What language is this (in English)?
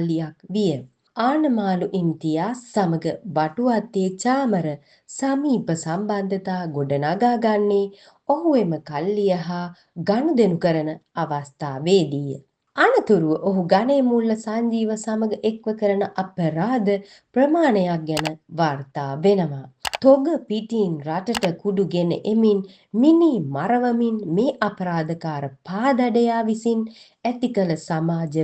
Sinhala